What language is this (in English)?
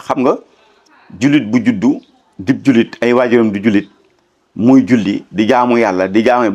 Wolof